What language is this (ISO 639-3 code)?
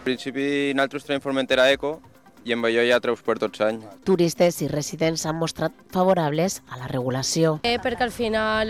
cat